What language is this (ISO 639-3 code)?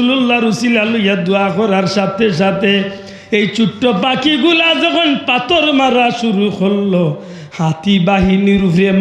syl